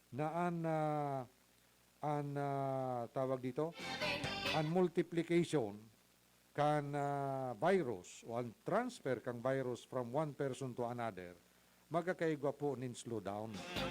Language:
Bikol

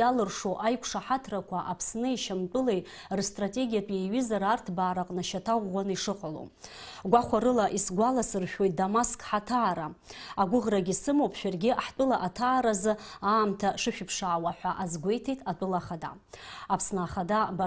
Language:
Abkhazian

